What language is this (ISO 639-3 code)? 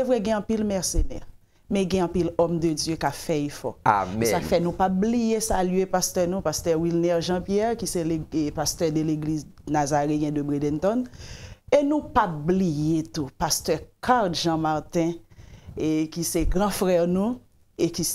hat